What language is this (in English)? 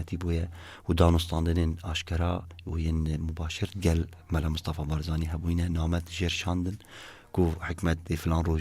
Kurdish